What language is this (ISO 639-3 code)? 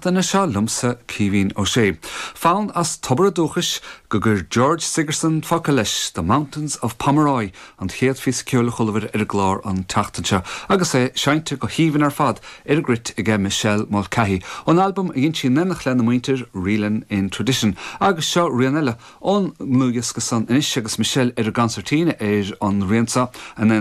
gle